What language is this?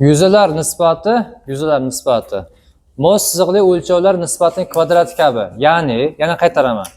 Uzbek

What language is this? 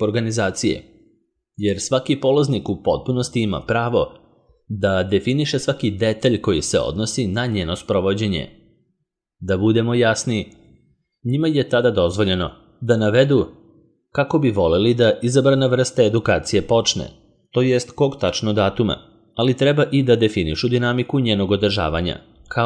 Serbian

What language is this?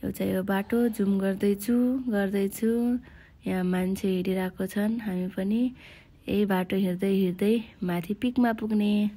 Nepali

